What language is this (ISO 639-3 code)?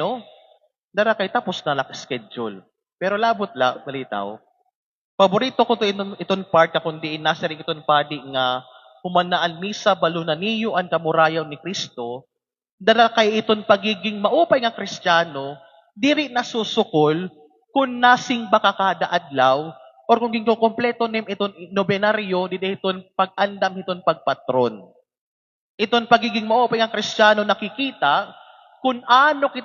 war